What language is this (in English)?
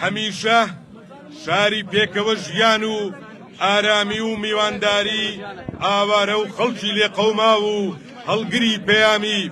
Central Kurdish